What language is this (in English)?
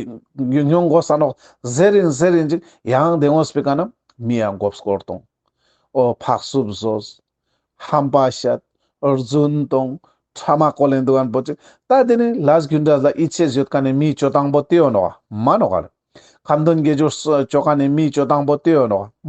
Ladakhi